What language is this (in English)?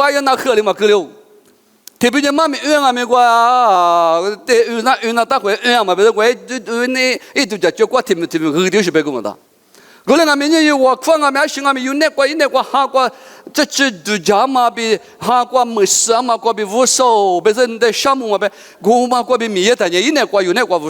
Lisu